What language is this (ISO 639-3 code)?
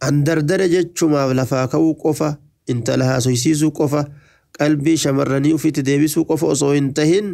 orm